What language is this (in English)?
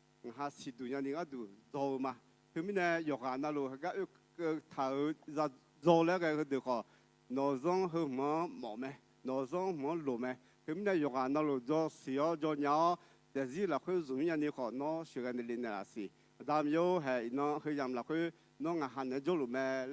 Akha